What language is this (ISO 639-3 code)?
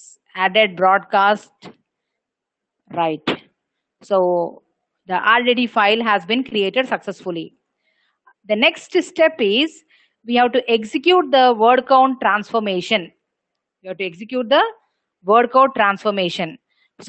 eng